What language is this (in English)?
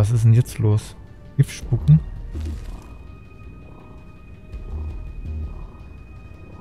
German